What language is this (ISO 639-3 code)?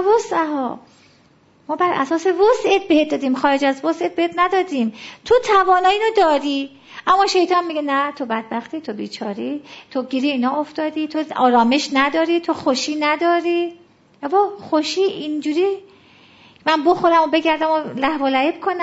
fas